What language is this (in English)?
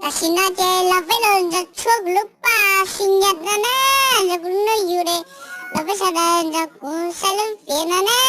Hmong